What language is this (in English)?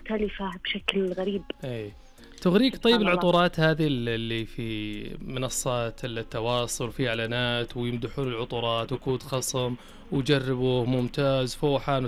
Najdi Arabic